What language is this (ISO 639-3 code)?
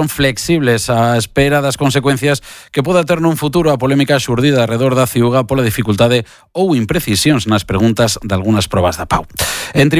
glg